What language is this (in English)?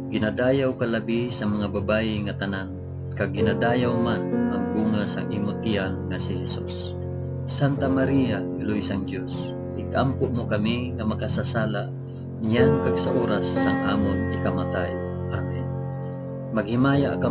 Hiligaynon